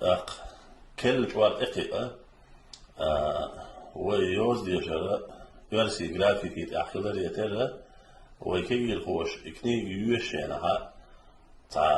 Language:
Chechen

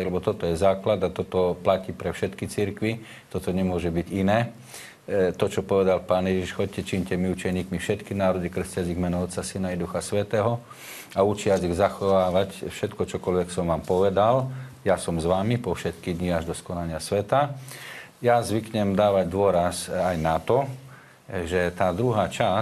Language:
Slovak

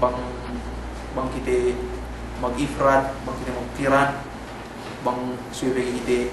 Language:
Yakan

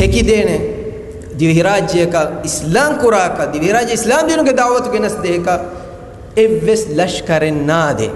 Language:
Divehi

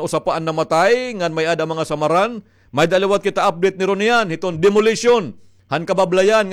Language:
Waray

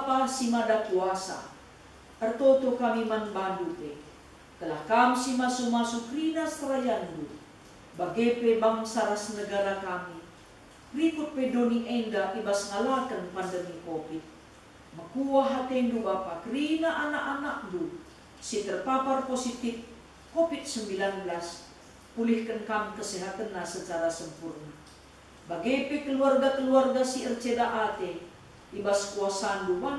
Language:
Batak Karo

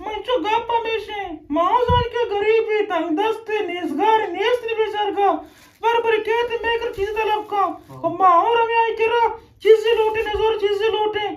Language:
Eastern Balochi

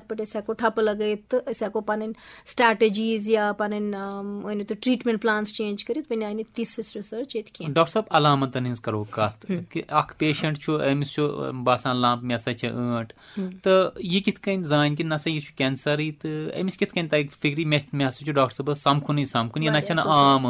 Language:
Kashmiri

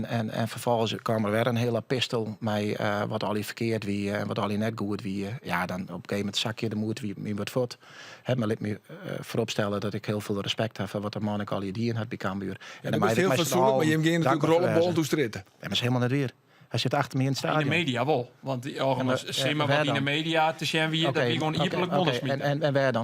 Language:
Western Frisian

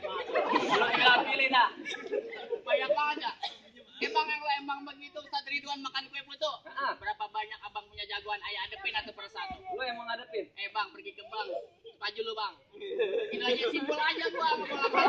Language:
Betawi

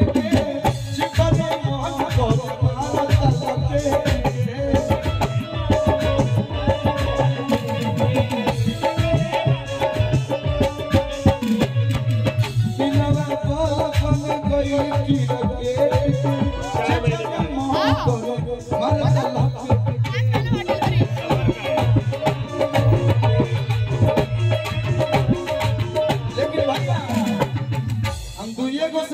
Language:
Bhojpuri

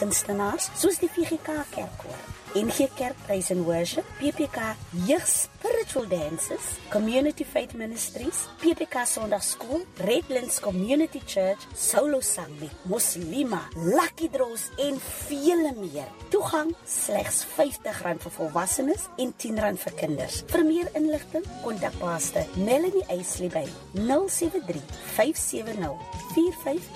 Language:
Afrikaans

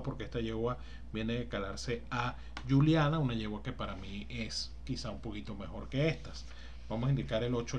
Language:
Spanish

